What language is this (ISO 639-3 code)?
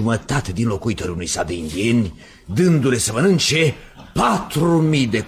ron